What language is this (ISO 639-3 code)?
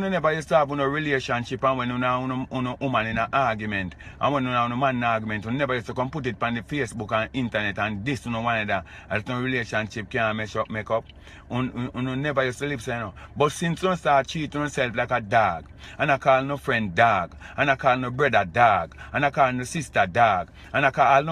jam